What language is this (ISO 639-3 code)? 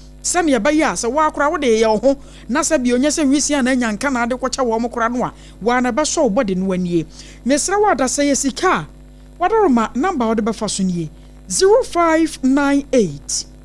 aka